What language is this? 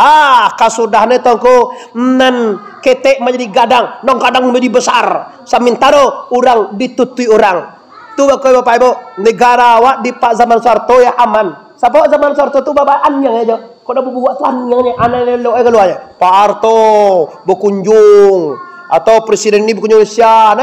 Minangkabau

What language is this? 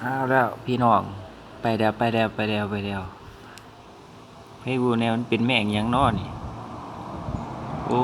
Lao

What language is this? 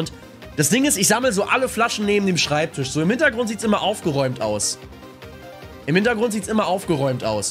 German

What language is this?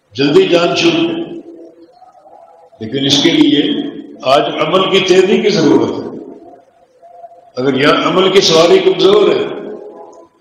Urdu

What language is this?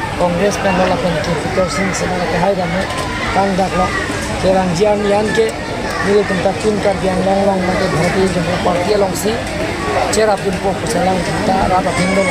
Karbi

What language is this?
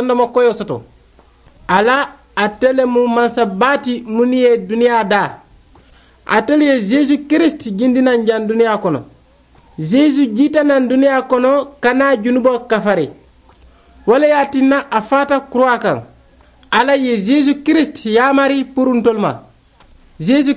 Mandingo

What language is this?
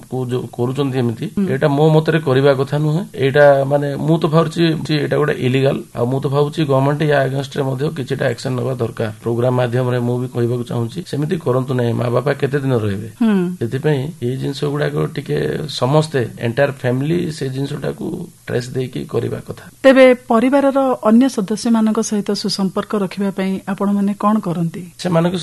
Odia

